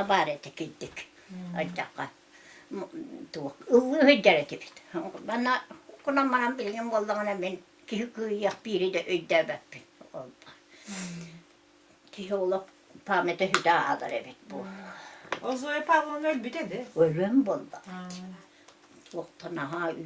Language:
Yakut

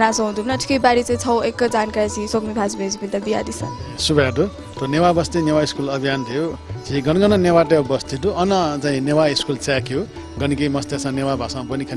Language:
Newari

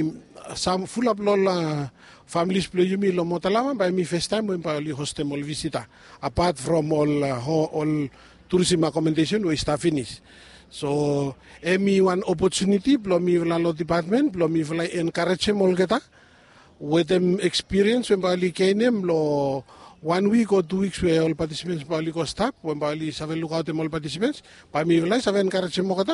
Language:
Bislama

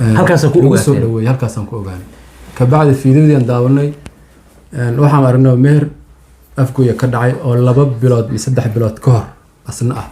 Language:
Somali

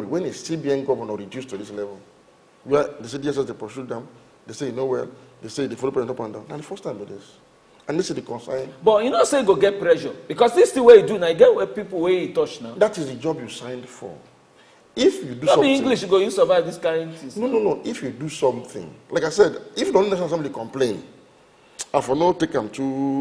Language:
Nigerian Pidgin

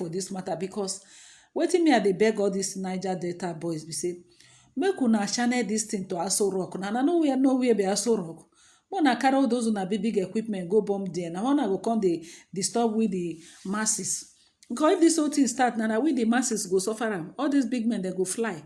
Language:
Nigerian Pidgin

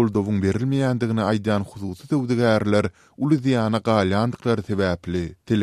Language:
Turkmen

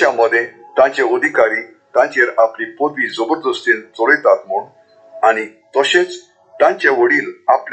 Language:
Konkani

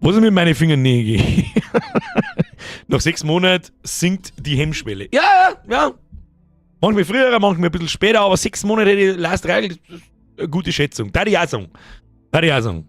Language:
Bavarian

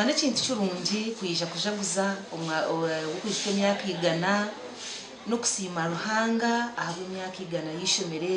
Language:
Nyankole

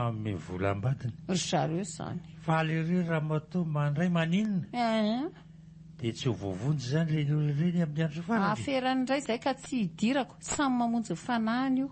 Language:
Malagasy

